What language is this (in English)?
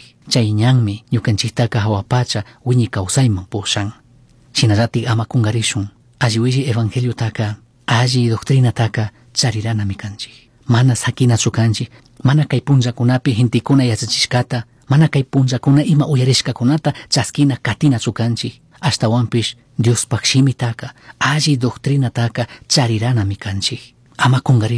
Chimborazo Highland Quichua